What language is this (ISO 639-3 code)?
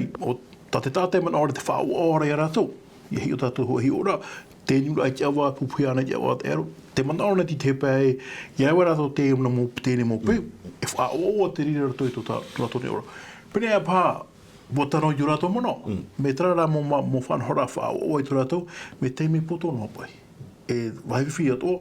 tah